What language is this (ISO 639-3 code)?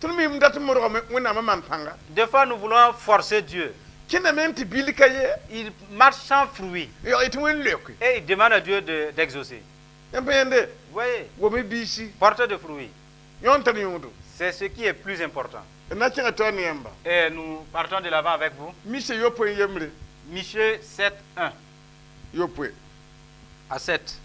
mos